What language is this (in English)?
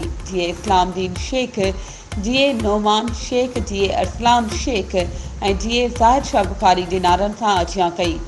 Sindhi